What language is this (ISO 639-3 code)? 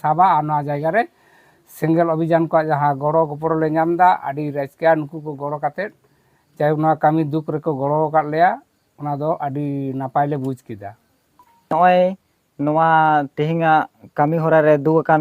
sat